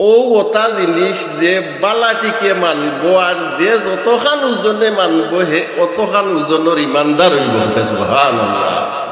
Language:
Sylheti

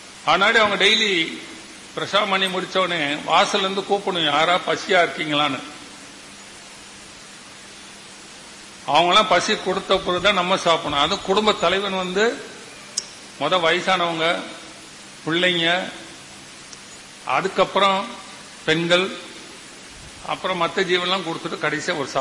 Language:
Tamil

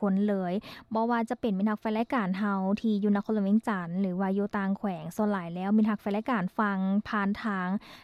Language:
Lao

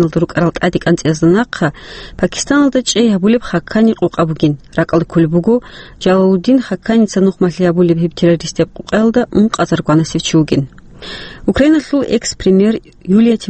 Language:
Avaric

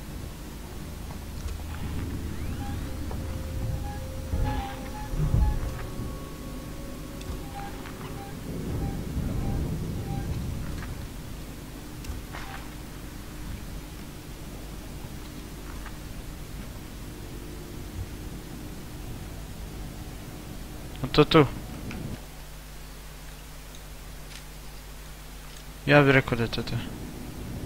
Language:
Croatian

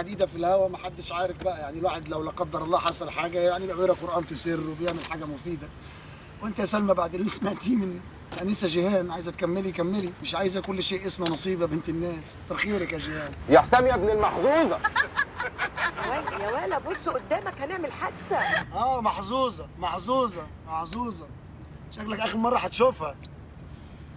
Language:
Egyptian Arabic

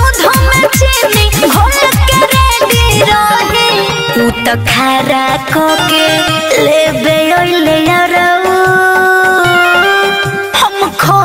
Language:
Bhojpuri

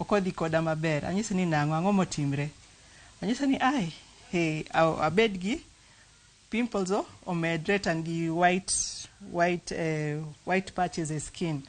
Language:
Luo (Kenya and Tanzania)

